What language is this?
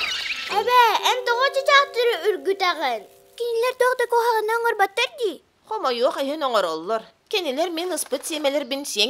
Yakut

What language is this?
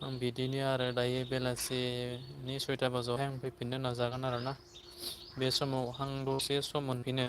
Bodo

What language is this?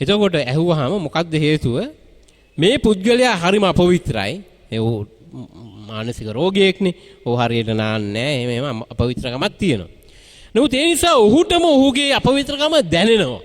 Sinhala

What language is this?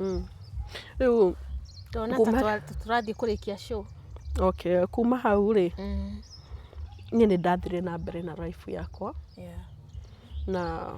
Kikuyu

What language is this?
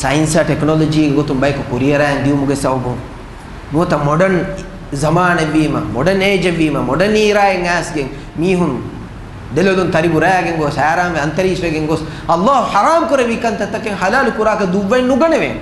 Divehi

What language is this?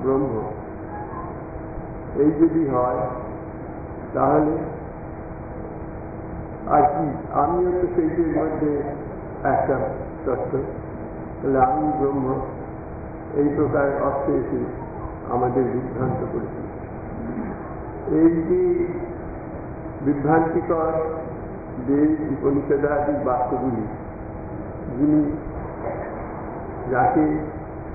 Bangla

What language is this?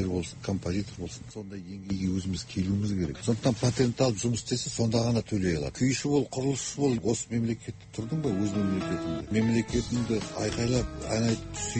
Kazakh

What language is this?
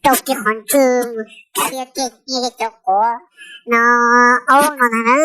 Hmong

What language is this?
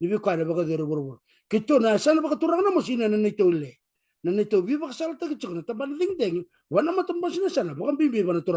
Fijian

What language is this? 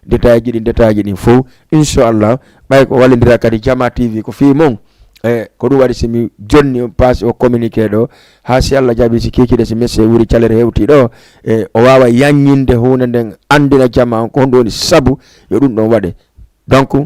Fula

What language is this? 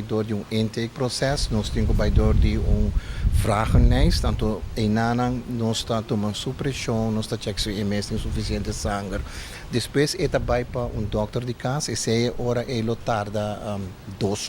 Papiamento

